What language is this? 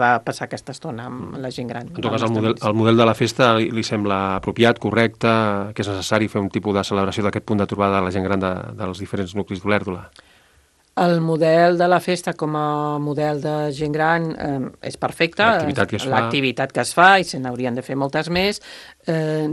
Catalan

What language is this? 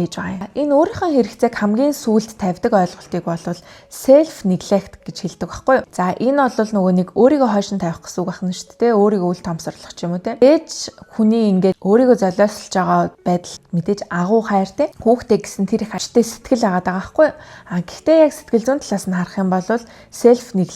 Mongolian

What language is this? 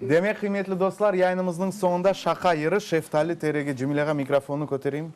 Crimean Tatar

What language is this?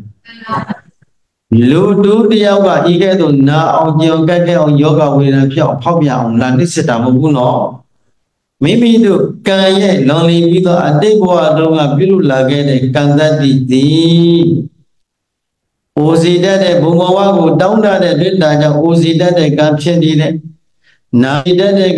Burmese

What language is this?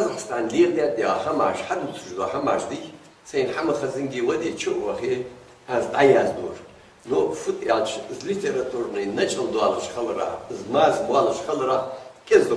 Ingush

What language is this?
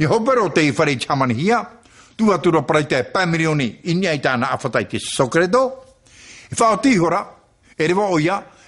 Tahitian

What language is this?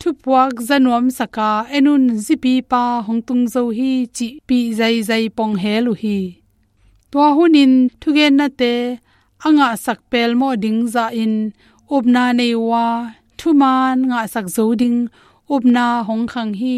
Tedim Chin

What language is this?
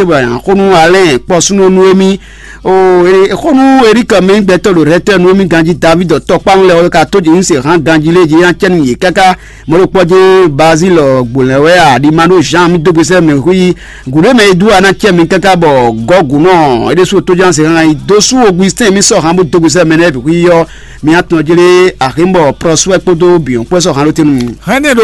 Fon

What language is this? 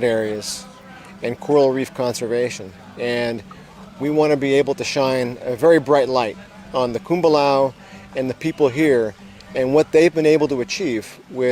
Fijian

